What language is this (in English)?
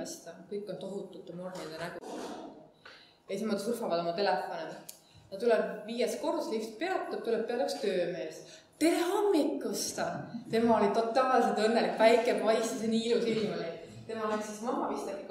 Estonian